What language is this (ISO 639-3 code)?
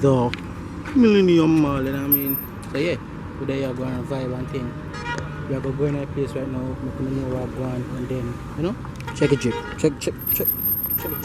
jam